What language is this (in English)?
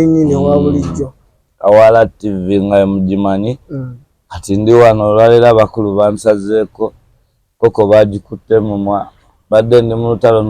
Ganda